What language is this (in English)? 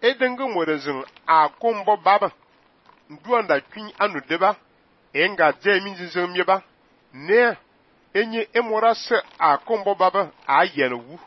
Fang